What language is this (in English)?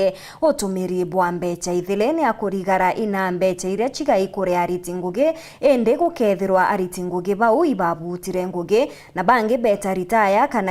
Meru